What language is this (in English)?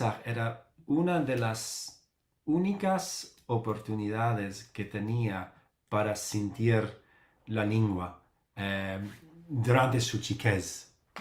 Ladino